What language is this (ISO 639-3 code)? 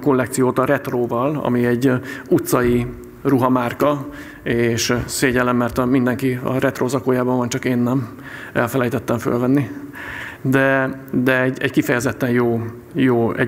hun